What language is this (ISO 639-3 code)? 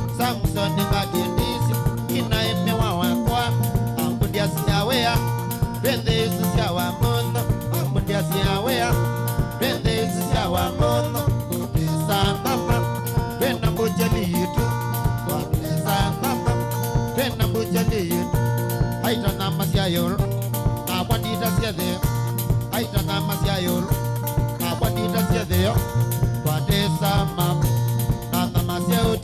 kam